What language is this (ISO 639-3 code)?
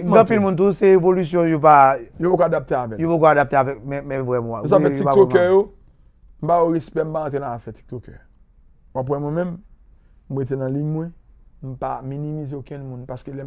hat